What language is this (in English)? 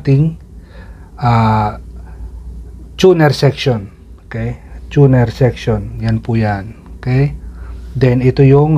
Filipino